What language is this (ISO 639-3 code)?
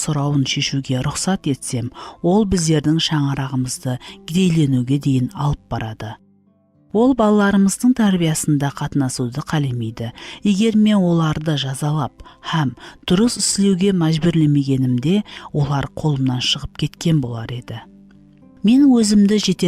kaa